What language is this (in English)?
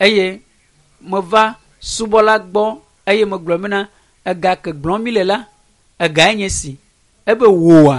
Ewe